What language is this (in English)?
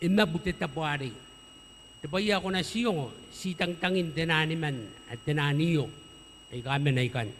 Gilbertese